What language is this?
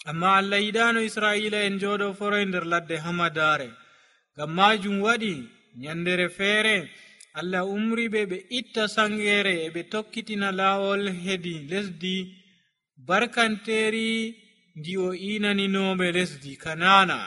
Nigerian Fulfulde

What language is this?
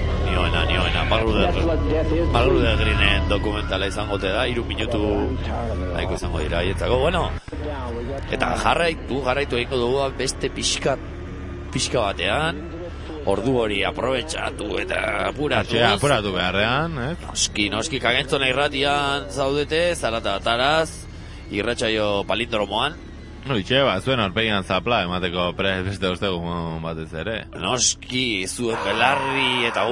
Basque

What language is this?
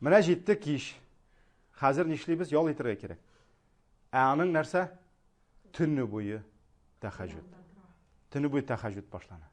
Tatar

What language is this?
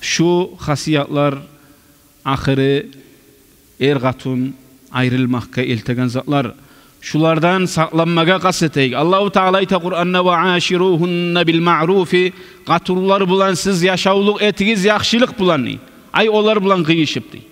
Kumyk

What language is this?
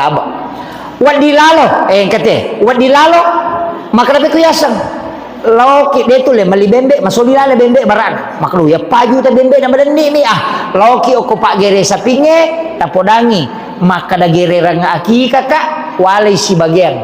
Buginese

